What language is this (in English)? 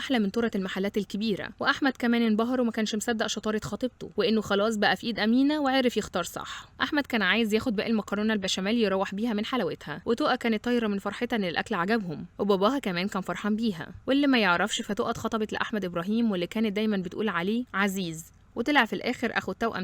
Egyptian Arabic